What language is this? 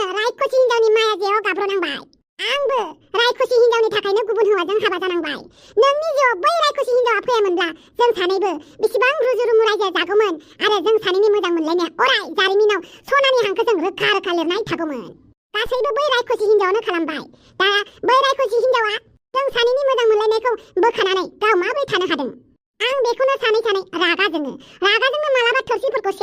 Bodo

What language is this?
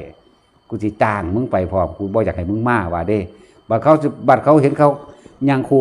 Northeastern Thai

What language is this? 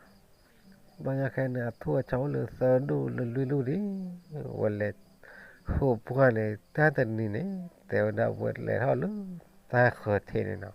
S'gaw Karen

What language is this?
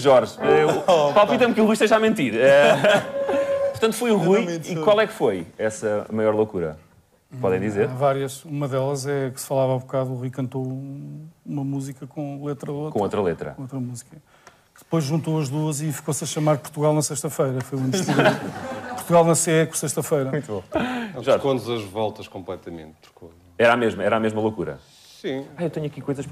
Portuguese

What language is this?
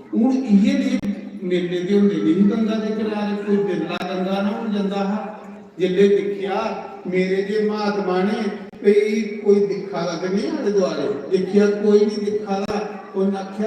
Dogri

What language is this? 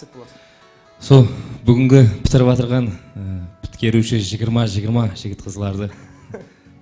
Kara-Kalpak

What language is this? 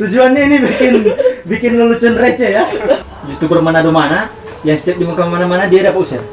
Manado Malay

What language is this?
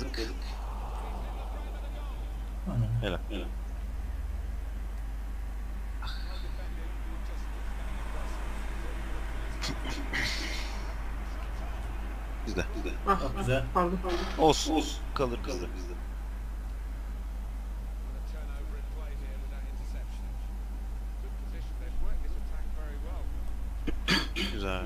Turkish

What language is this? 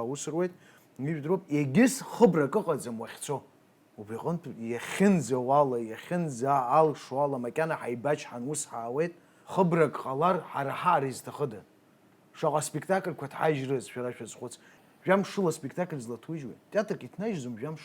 Abkhazian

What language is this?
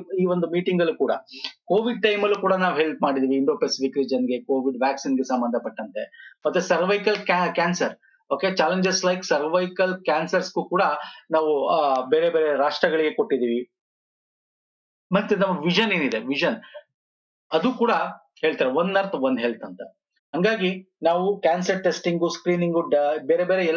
Kannada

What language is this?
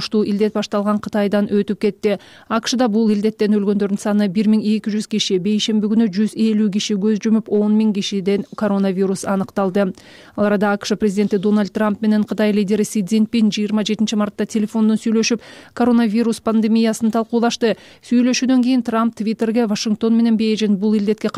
Kyrgyz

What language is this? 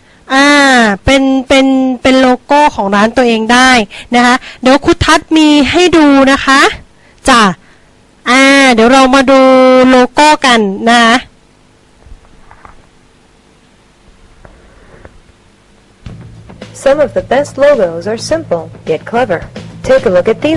Thai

